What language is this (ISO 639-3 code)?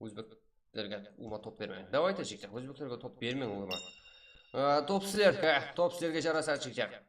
kaa